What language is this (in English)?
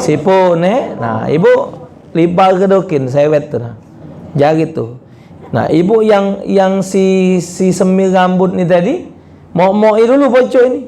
Musi